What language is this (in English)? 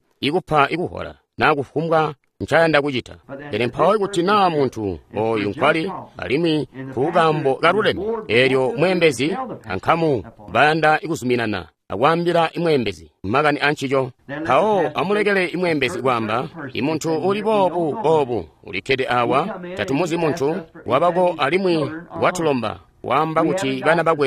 Tonga (Zambia)